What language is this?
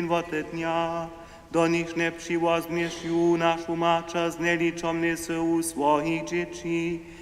Upper Sorbian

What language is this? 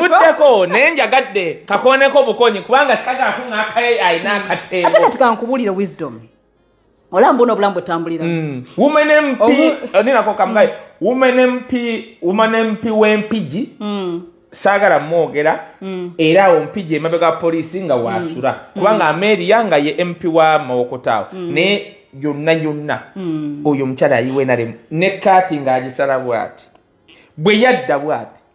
Ganda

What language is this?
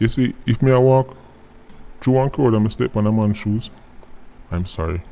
Jamaican Creole English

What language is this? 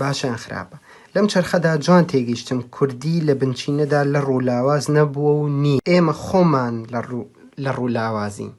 Central Kurdish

